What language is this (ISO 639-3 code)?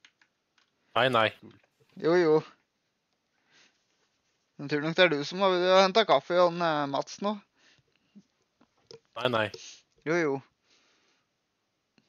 nor